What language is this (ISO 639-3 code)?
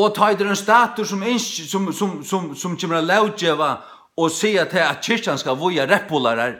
fao